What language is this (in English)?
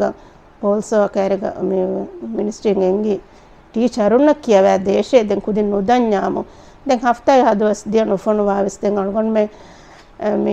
Divehi